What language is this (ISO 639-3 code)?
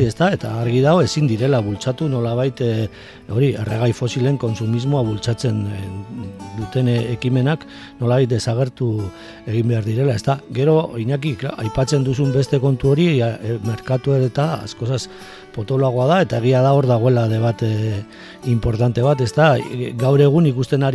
eus